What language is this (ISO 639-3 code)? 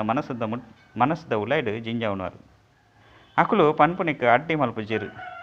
tcy